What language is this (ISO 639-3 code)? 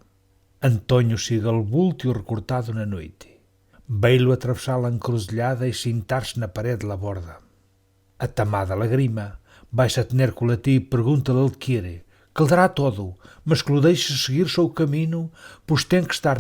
mwl